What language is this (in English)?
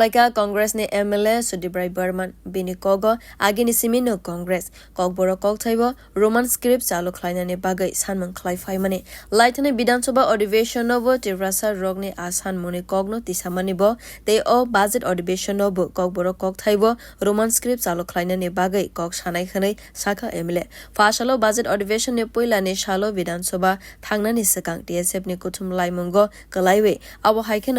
Kok Borok